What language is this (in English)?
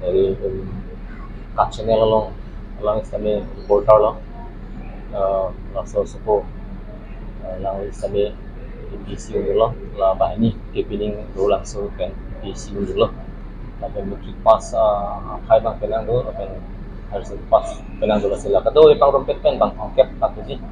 Karbi